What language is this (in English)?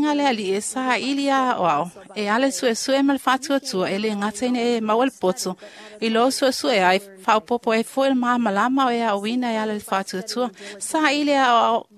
Samoan